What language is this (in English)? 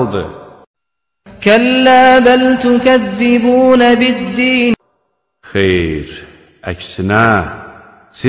Azerbaijani